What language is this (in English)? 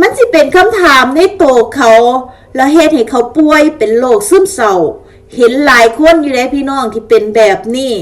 Lao